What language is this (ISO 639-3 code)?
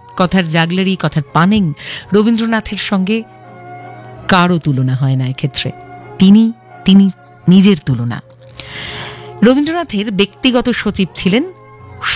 ben